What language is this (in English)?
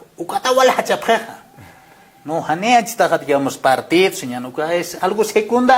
Aymara